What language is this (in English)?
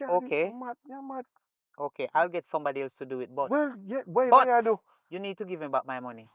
Jamaican Creole English